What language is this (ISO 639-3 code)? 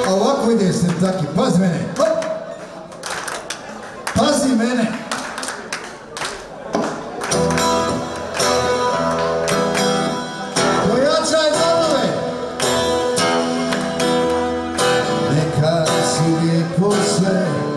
hrv